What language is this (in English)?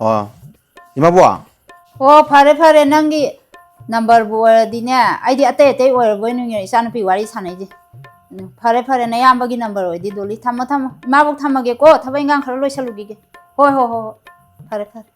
Manipuri